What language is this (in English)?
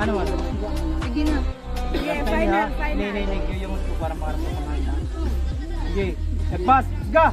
Waray